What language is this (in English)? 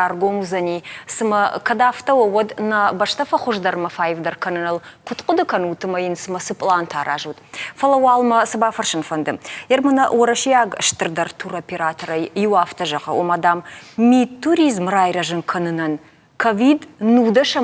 Ossetic